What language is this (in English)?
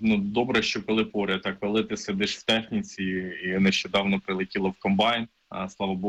Ukrainian